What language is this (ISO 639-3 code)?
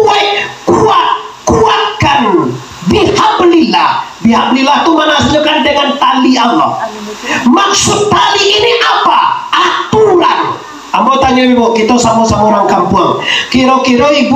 min